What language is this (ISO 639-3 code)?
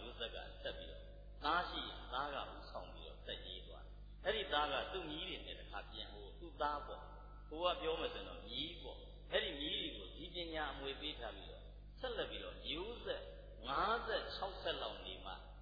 mya